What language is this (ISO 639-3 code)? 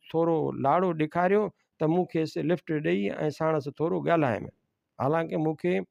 snd